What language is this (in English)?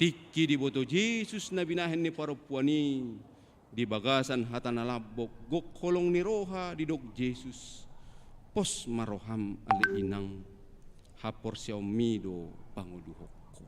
Batak Toba